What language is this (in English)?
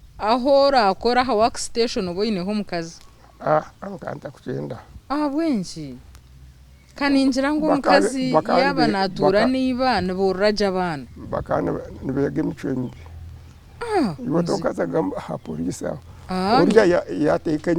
Nyankole